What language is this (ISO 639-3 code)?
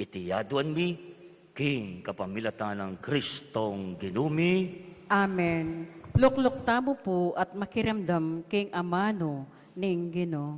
pam